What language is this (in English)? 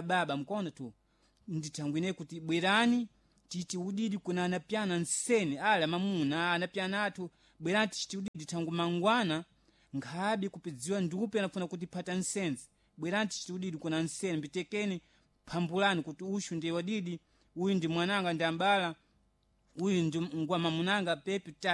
Sena